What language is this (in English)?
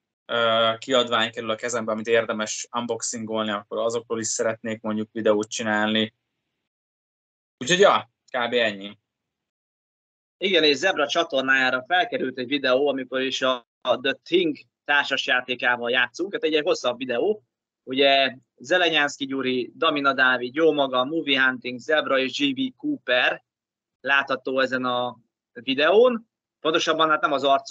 Hungarian